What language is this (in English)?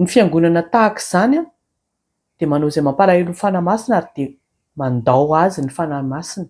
Malagasy